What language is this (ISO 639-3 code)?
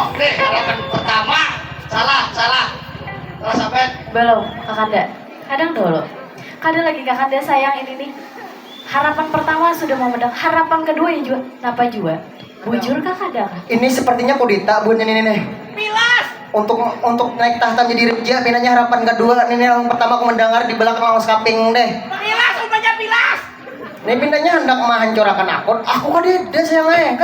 bjn